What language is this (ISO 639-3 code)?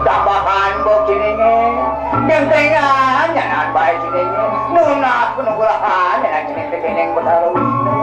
ban